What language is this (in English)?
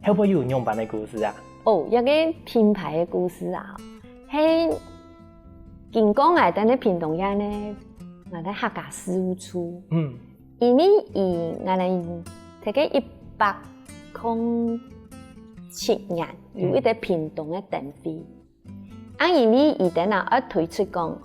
Hakka Chinese